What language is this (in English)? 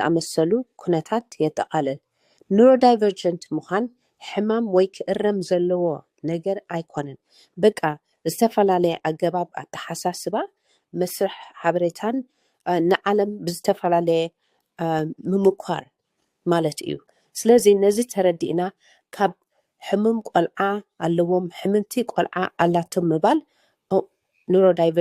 Tigrinya